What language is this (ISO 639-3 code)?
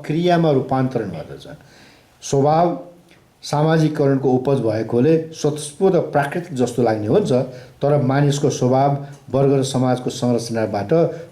nep